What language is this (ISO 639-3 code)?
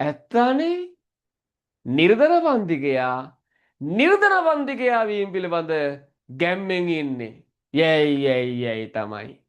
sin